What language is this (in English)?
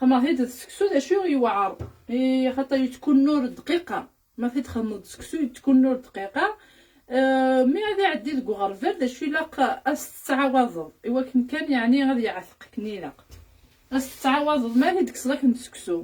Kabyle